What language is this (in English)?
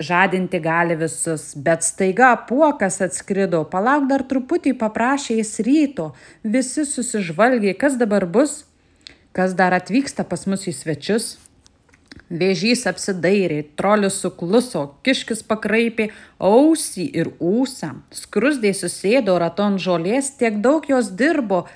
Lithuanian